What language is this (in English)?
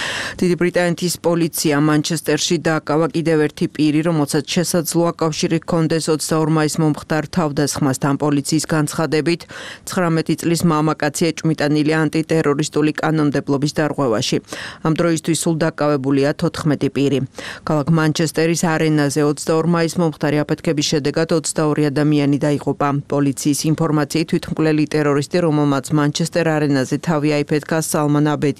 Georgian